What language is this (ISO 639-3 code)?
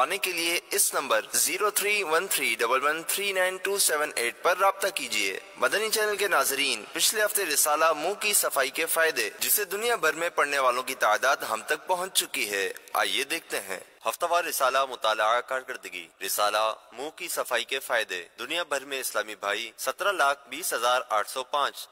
urd